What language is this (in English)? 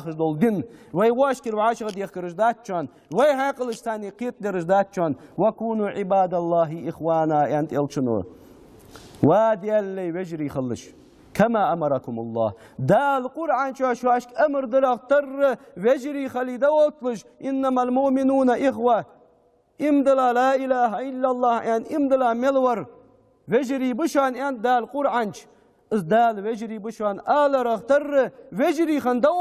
Ingush